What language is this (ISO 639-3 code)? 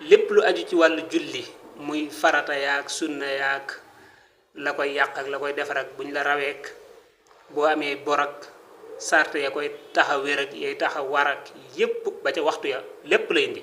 wol